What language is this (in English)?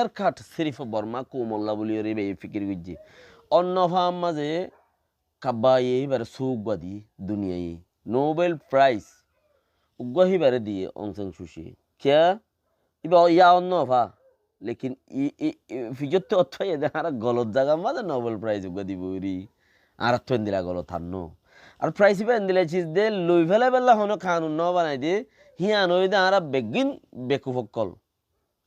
Rohingya